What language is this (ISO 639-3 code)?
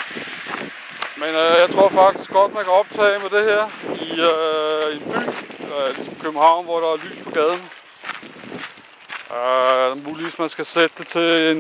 dan